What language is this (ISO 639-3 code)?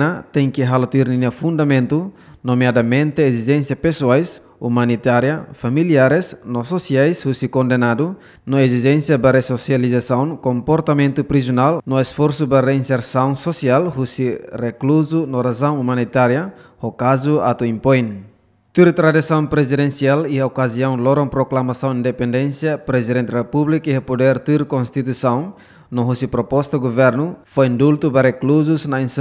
tet